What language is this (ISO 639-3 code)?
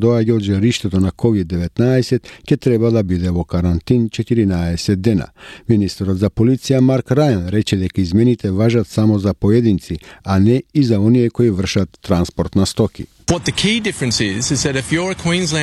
mkd